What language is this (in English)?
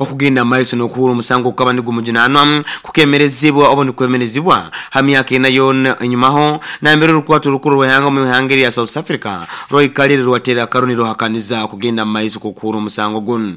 Nyoro